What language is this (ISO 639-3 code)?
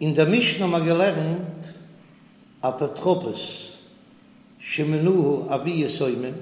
yid